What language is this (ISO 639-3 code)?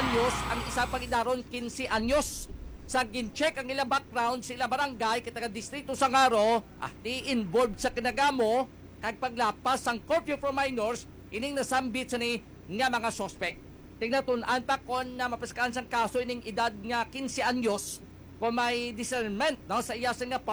hil